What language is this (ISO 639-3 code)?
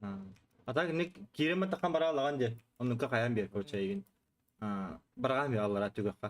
sah